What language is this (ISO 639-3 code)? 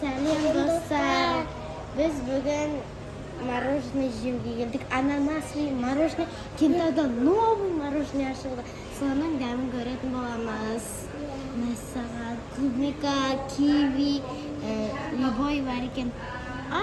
kaz